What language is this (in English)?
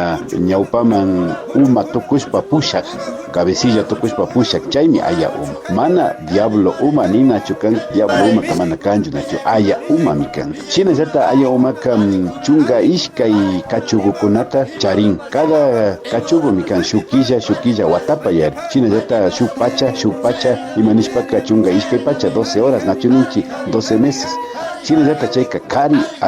Imbabura Highland Quichua